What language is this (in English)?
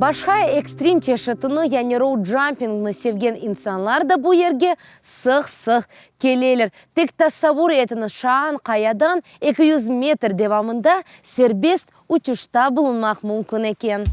Crimean Tatar